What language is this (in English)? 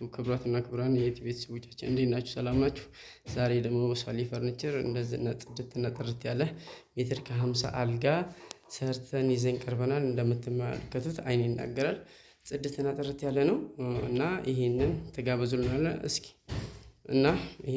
Amharic